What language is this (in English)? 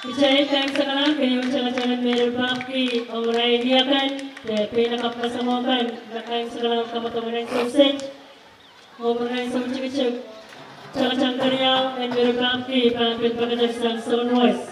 Pohnpeian